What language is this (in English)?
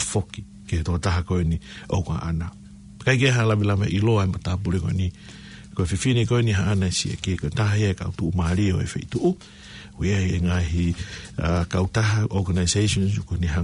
Tongan